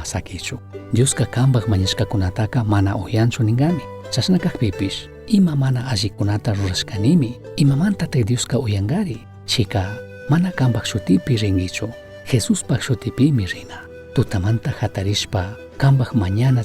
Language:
Chimborazo Highland Quichua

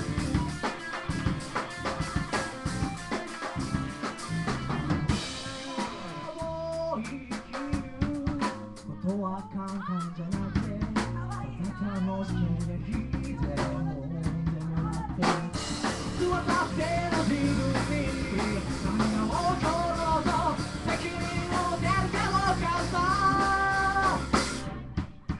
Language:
Japanese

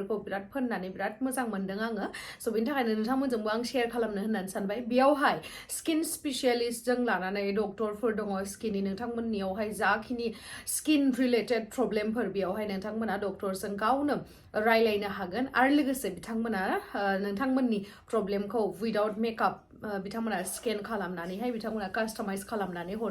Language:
Bodo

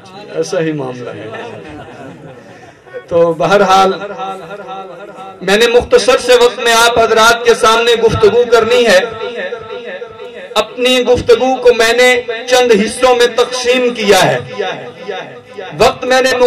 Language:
Urdu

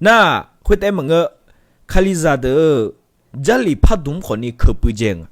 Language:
Akha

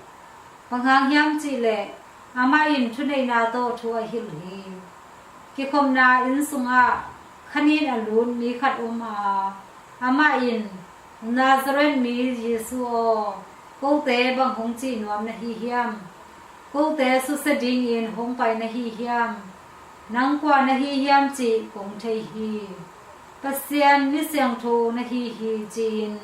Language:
Tedim Chin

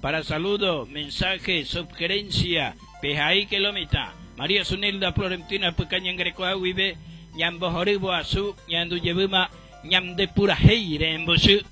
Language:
Guarani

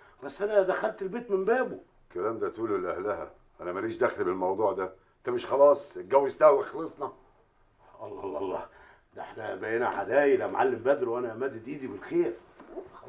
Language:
Egyptian Arabic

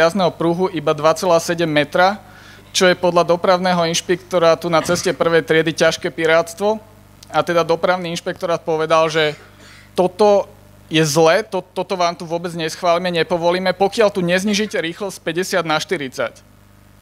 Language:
Slovak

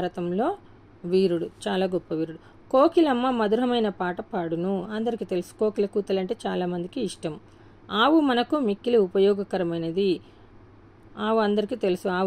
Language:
Telugu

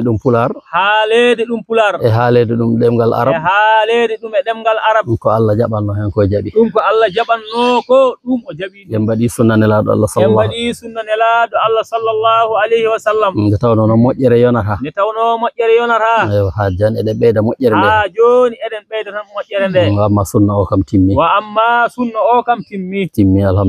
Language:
Fula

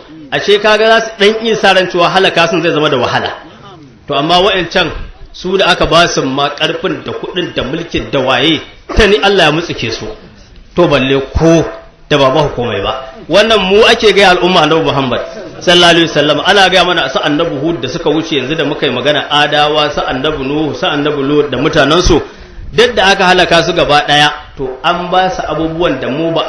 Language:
Hausa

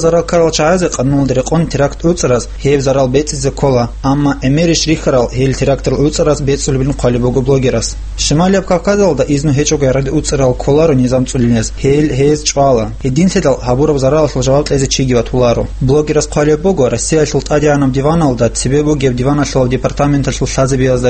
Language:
Avaric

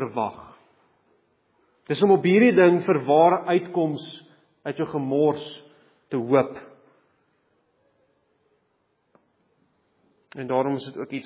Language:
Afrikaans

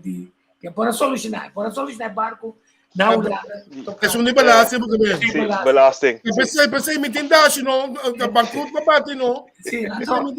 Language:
Papiamento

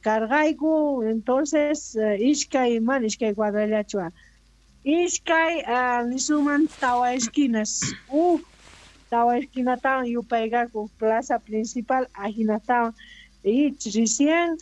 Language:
Quechua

